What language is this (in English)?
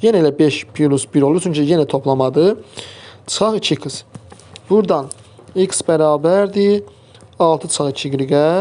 Azerbaijani